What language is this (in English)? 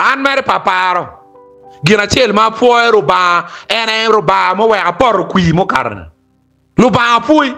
Acoli